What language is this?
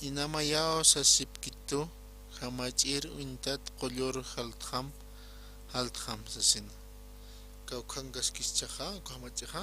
Aymara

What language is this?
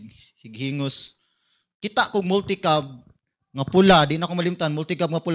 Cebuano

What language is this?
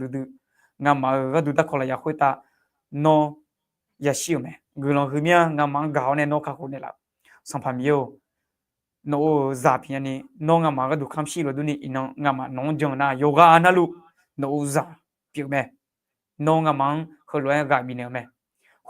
Akha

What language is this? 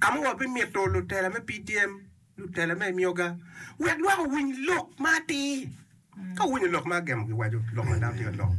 Acoli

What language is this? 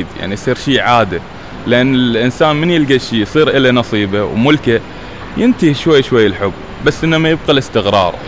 Mesopotamian Arabic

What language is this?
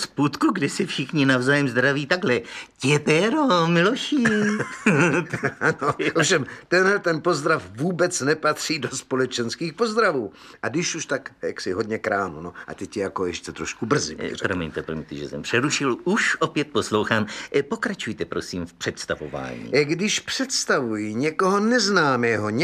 Czech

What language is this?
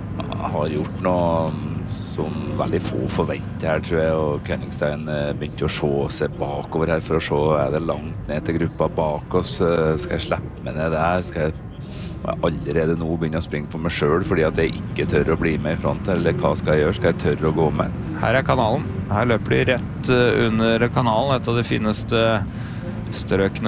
Norwegian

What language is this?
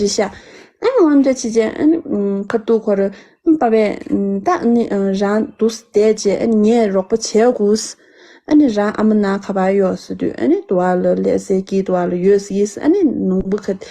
Tibetan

